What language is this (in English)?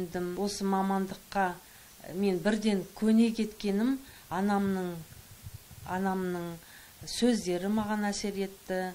Kazakh